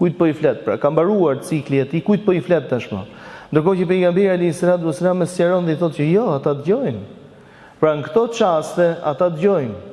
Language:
Albanian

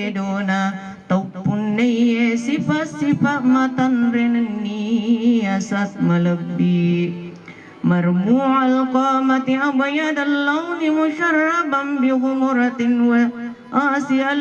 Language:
Buginese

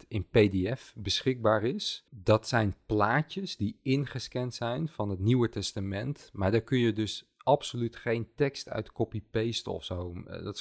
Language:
Dutch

